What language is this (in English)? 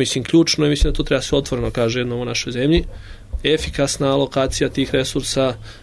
Serbian